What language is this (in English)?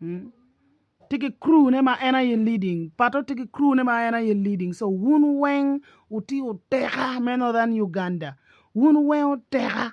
Acoli